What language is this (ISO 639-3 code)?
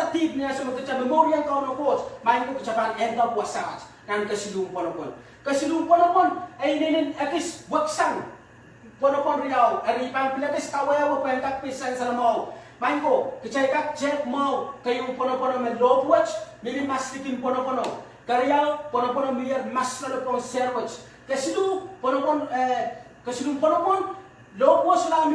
pon